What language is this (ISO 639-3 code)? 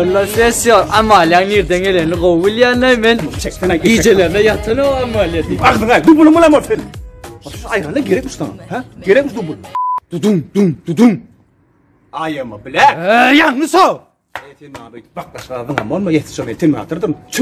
tuk